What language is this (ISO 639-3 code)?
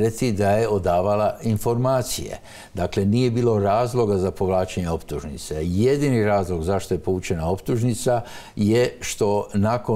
hrv